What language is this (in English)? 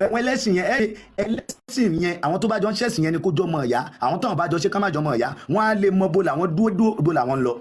Yoruba